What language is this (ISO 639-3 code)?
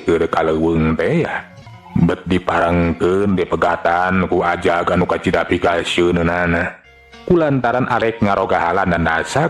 sun